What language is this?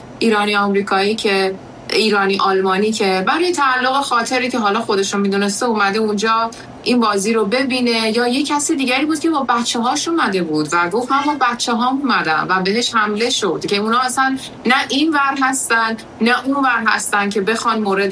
Persian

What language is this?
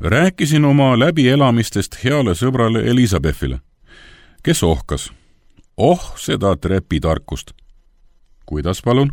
Estonian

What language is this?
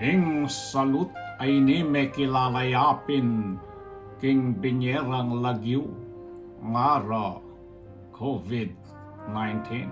Pampanga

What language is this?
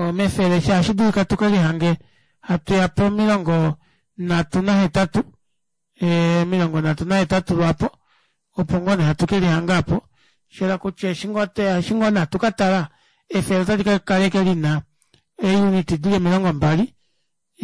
Kuanyama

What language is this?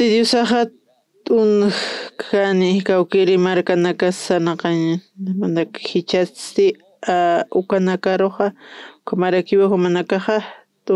Aymara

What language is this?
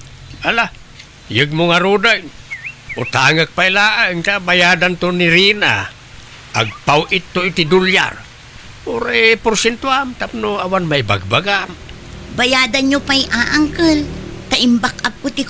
Iloko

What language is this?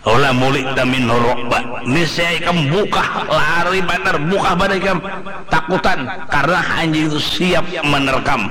Banjar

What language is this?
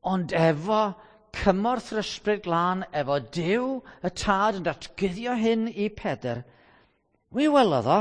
Welsh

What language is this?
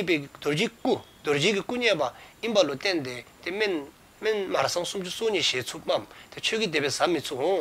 Dzongkha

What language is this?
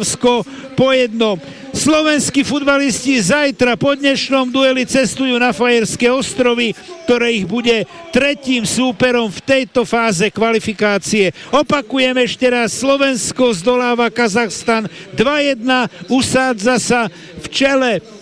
Slovak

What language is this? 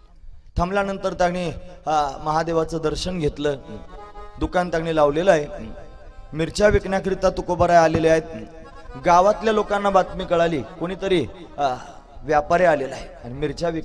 Marathi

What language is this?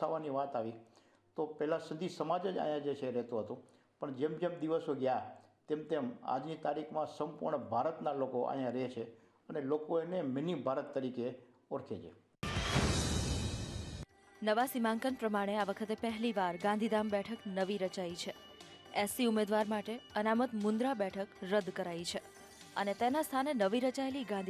Gujarati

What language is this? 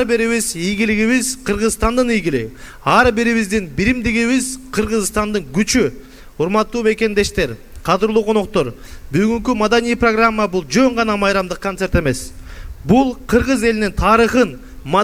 Kyrgyz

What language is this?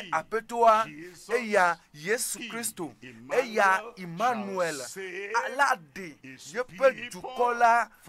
Ewe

